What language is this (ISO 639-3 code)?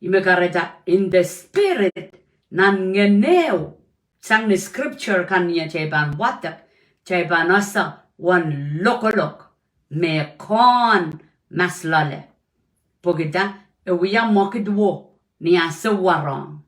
pon